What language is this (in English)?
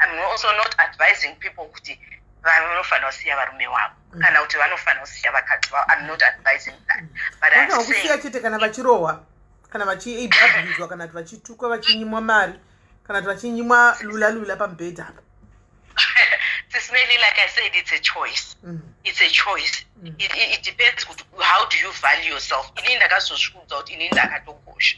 Shona